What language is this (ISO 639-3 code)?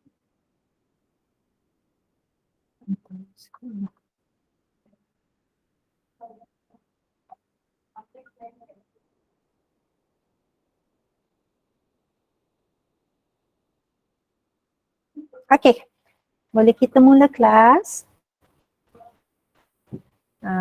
msa